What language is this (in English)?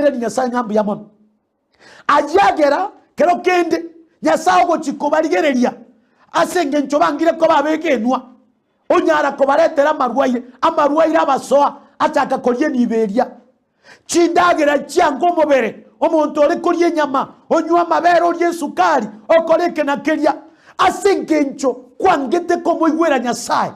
Gusii